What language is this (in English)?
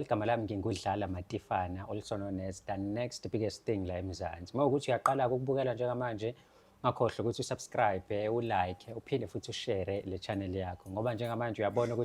Zulu